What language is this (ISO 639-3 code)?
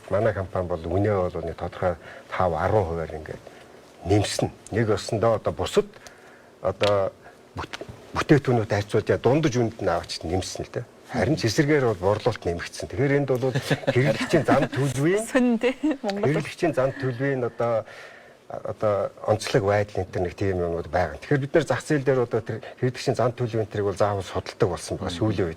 mon